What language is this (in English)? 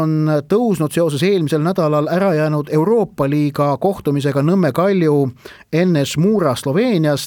Estonian